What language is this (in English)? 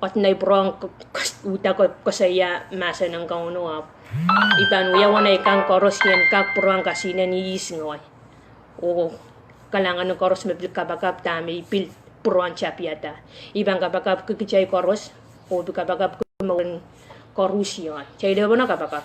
Pohnpeian